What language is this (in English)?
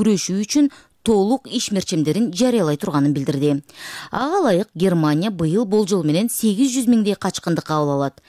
Kyrgyz